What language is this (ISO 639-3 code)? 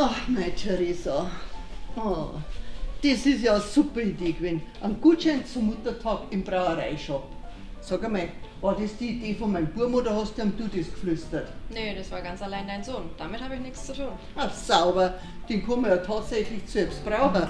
bar